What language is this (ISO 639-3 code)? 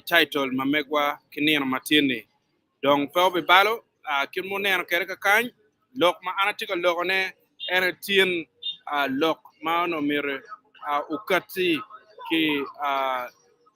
ach